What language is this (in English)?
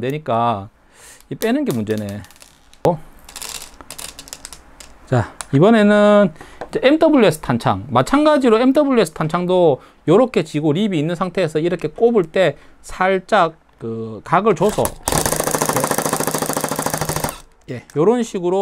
Korean